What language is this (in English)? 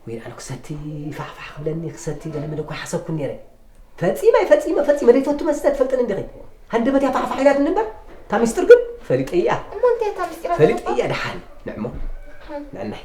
Tigrinya